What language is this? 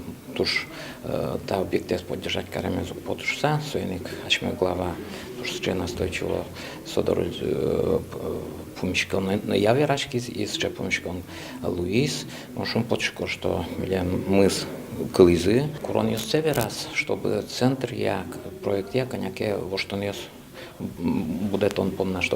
Udmurt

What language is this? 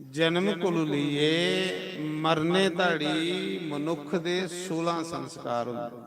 Dogri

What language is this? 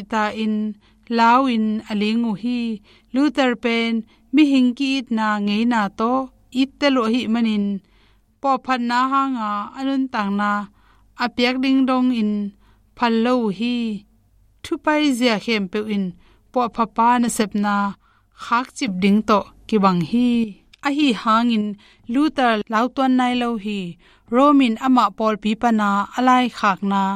Tedim Chin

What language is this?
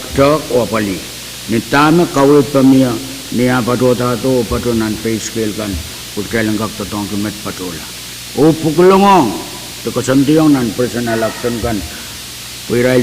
Pohnpeian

